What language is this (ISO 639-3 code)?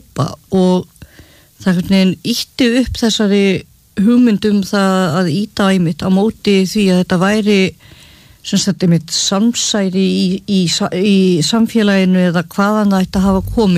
isl